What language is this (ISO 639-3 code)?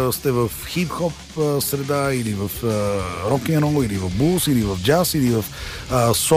bul